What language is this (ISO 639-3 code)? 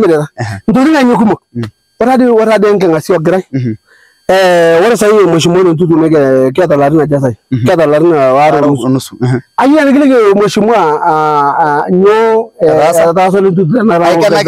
mas